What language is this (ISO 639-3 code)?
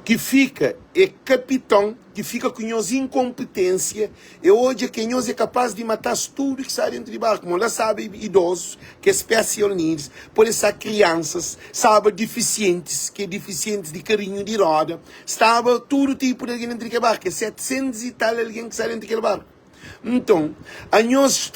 kea